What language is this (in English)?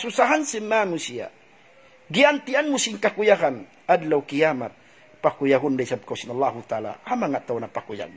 Tausug